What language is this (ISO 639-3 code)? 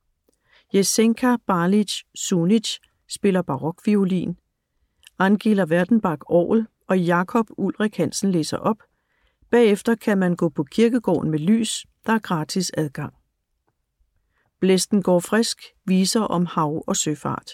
dan